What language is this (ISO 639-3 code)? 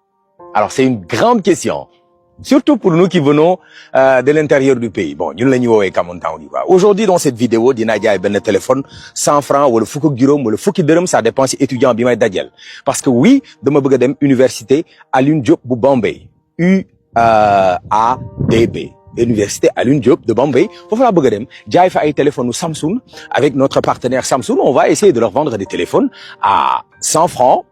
wol